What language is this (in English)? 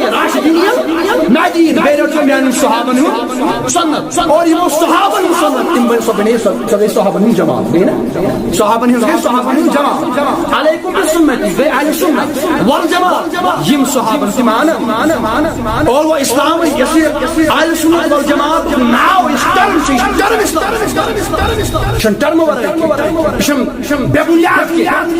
Kashmiri